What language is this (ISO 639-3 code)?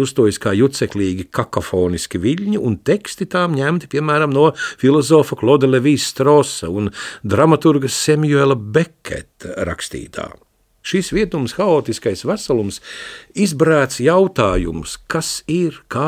lav